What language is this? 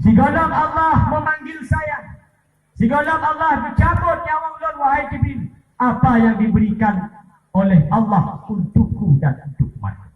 Achinese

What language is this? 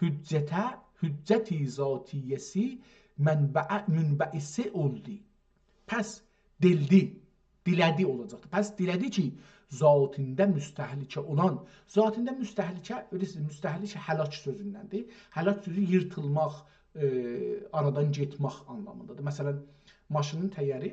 South Azerbaijani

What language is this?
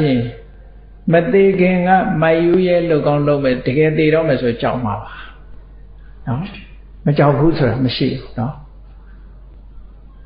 Burmese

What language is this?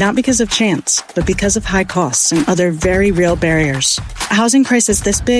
English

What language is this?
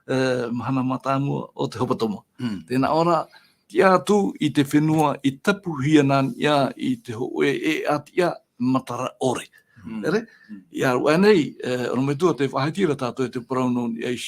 Tahitian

